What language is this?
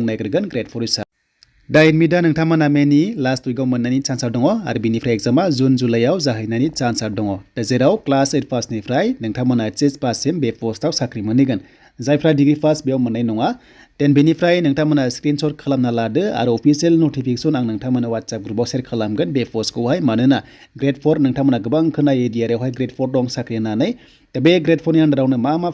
Bodo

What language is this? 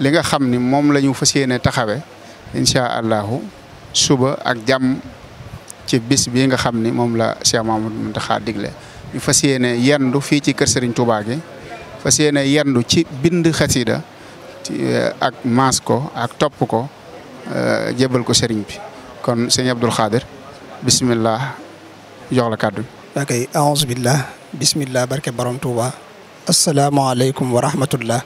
Wolof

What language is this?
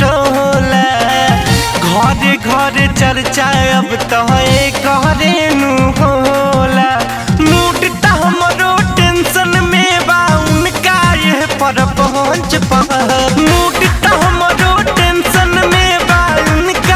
Bhojpuri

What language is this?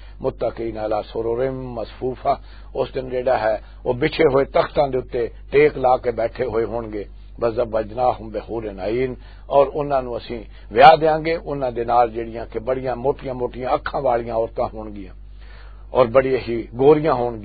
Western Panjabi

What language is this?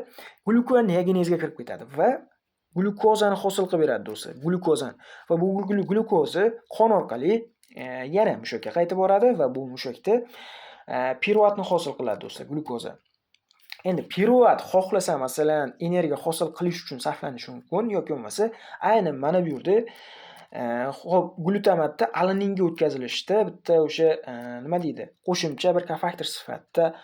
Uzbek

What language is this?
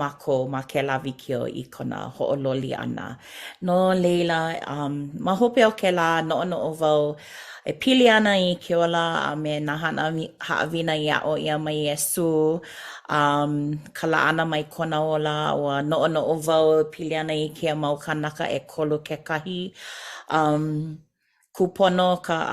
Hawaiian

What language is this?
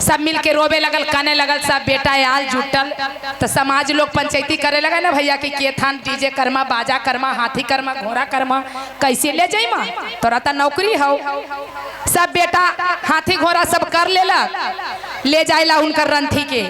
Magahi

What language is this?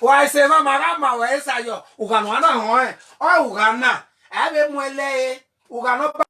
Bini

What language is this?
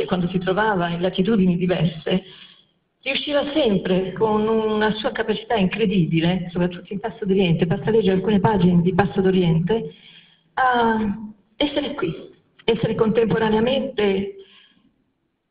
Italian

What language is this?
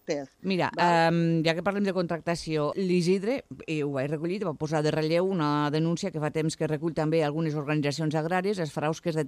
Catalan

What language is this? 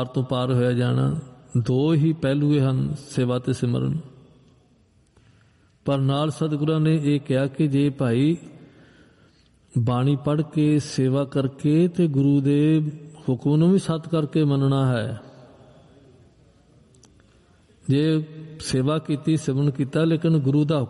Punjabi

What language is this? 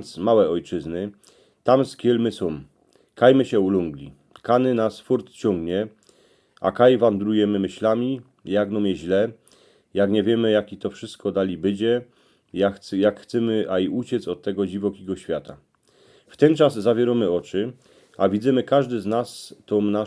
Silesian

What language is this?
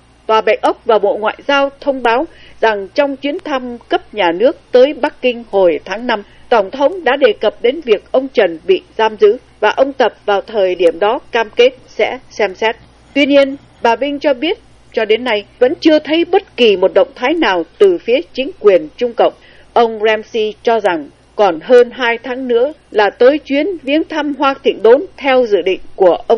Vietnamese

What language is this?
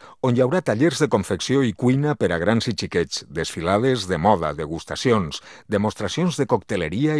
Catalan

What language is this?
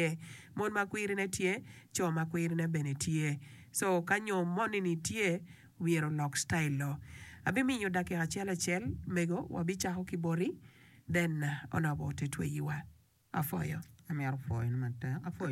Acoli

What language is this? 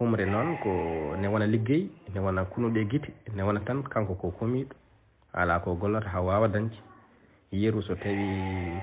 Fula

